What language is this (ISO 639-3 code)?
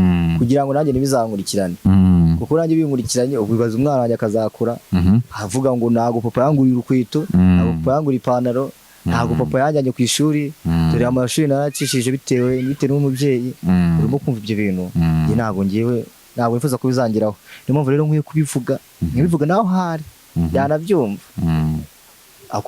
kin